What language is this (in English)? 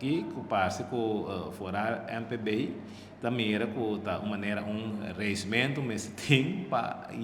Papiamento